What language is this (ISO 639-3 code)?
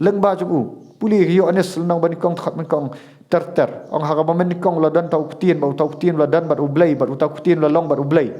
kha